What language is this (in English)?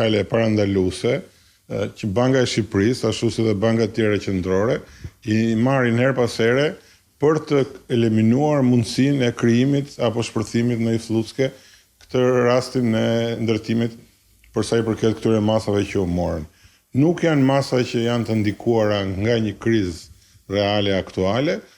Albanian